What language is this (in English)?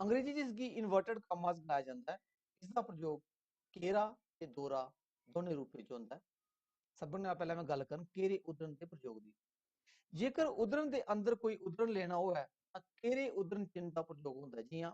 Dogri